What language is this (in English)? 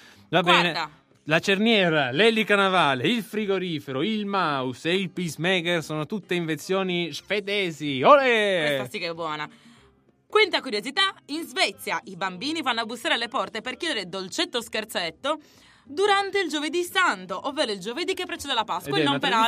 Italian